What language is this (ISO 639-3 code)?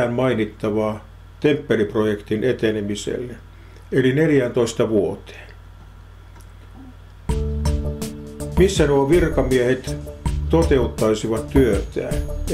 fin